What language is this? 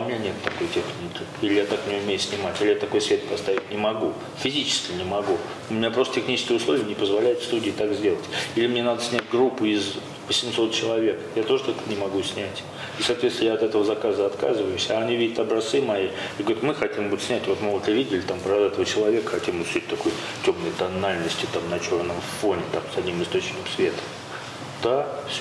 Russian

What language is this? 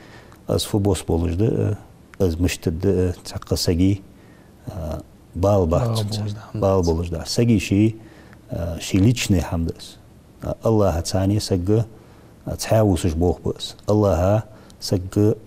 Ingush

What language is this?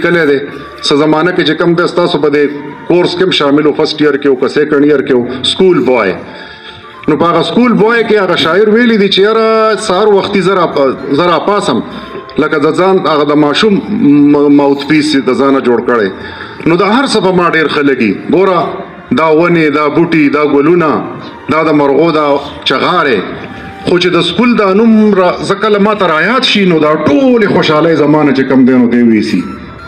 Pashto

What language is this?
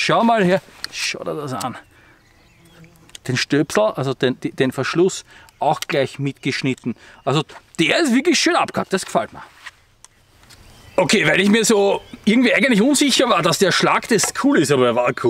German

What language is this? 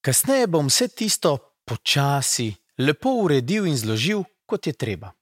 Slovenian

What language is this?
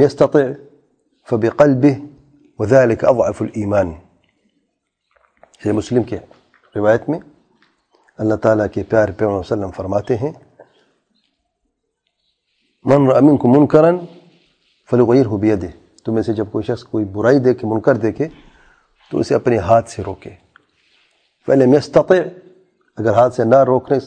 Urdu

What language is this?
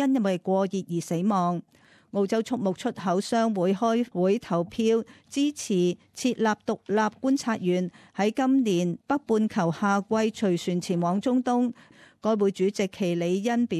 Cantonese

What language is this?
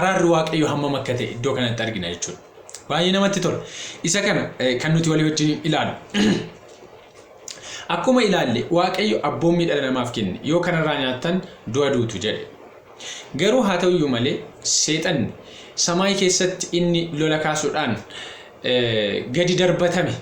Oromo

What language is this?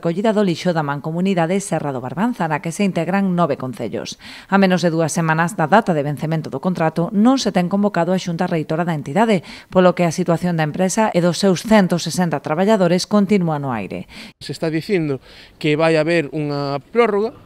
Galician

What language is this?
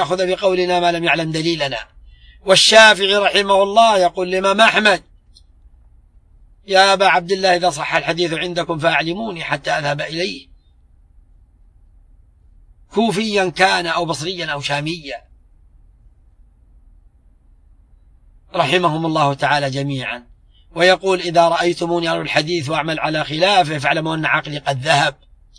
Arabic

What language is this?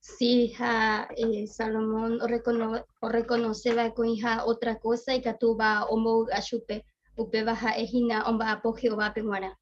Guarani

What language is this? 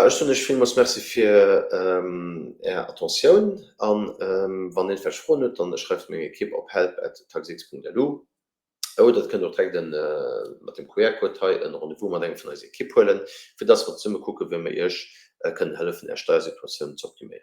Luxembourgish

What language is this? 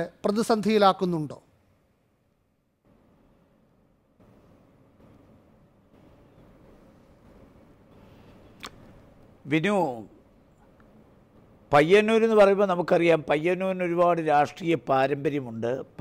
Malayalam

